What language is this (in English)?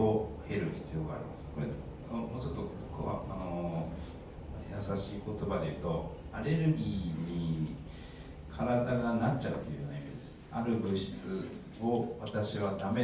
Japanese